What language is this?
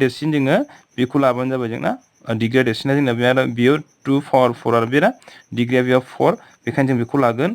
Bodo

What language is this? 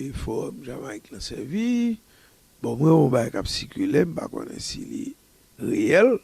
Haitian Creole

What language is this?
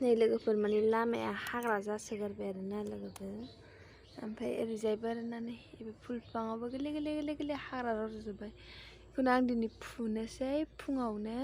Bodo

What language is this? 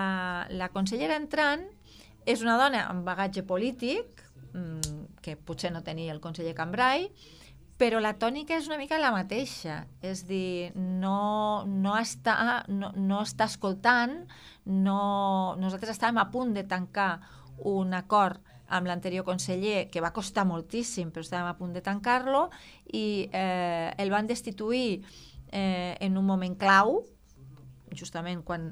Catalan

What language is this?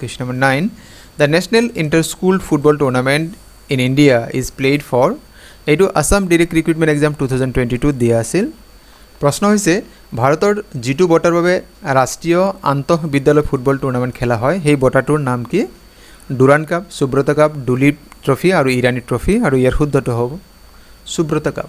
Assamese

